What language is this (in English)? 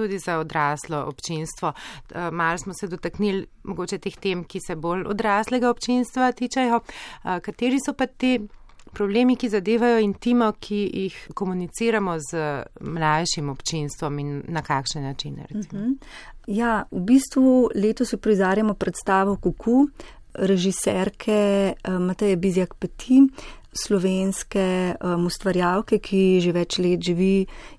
Slovenian